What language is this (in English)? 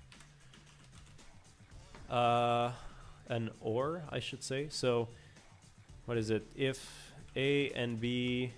English